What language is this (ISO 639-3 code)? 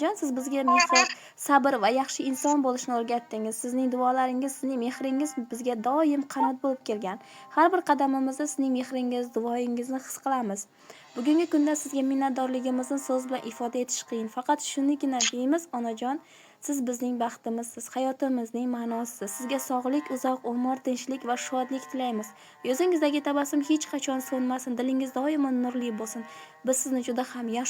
uzb